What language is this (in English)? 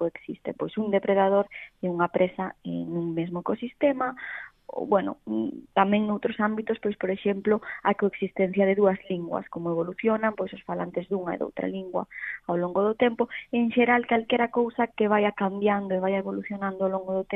Galician